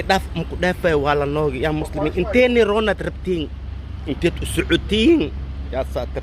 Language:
Somali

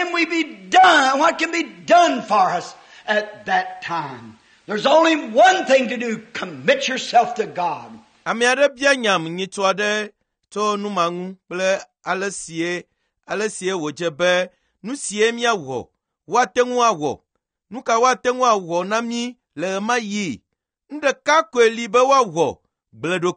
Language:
Ewe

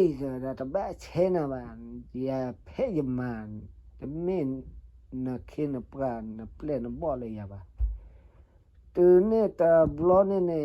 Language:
S'gaw Karen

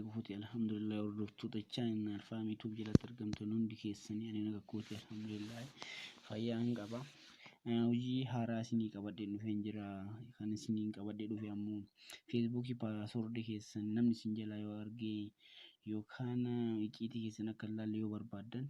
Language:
Oromo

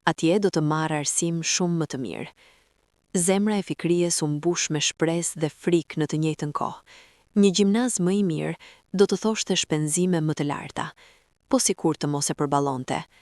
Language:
Albanian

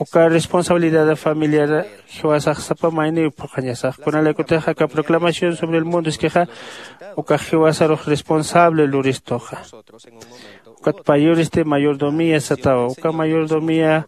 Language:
Aymara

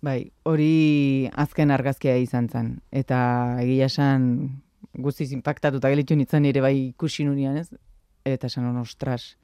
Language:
Basque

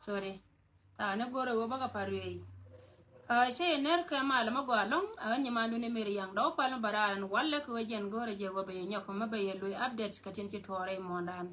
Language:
Nuer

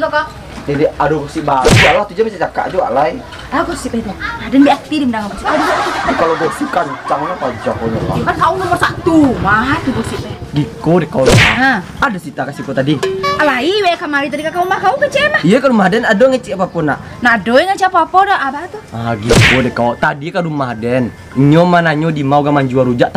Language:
Minangkabau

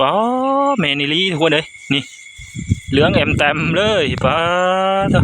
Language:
Northeastern Thai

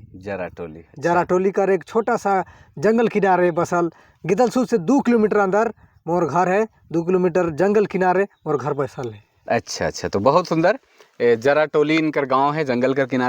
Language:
Sadri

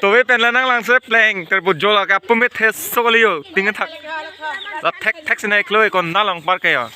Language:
Karbi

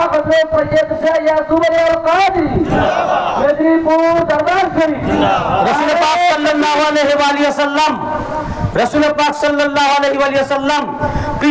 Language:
Bangla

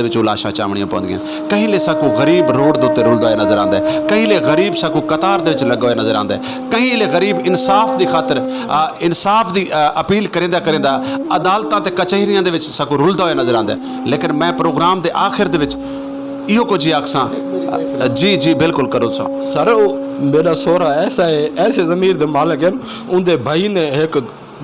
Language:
Saraiki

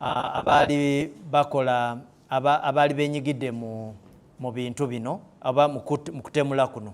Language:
Ganda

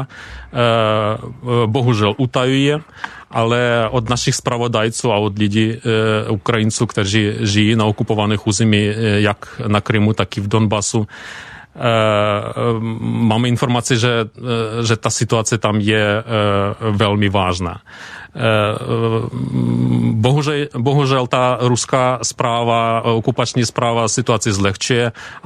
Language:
Czech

